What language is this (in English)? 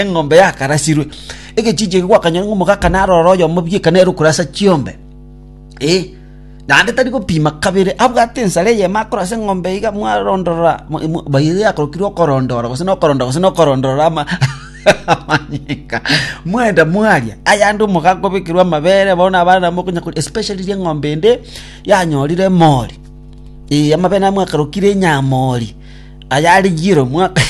Gusii